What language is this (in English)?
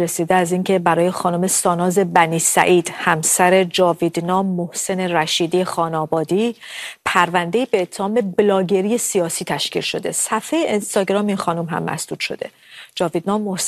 Persian